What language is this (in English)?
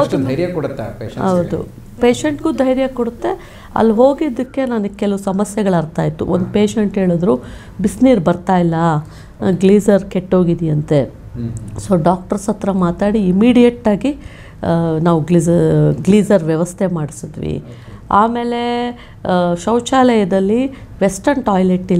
Kannada